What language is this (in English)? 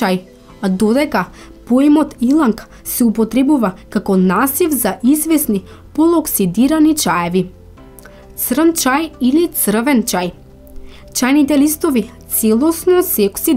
Macedonian